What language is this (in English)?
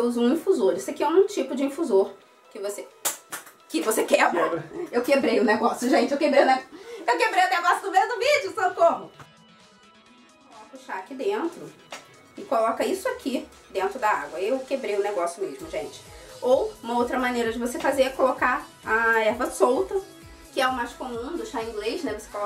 Portuguese